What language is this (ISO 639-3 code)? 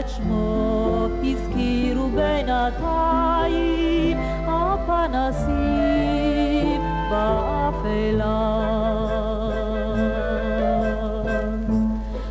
heb